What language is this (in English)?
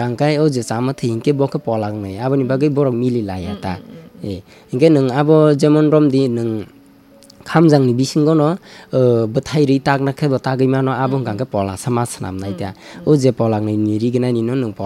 Kok Borok